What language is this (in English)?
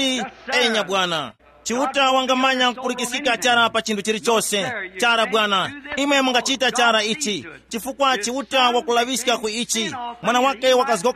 Tumbuka